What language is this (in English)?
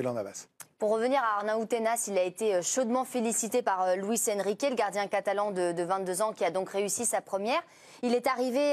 French